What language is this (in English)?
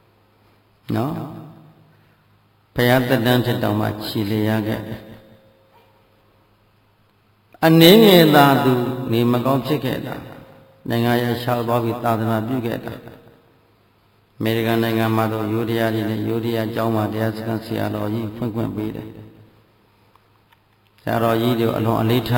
Burmese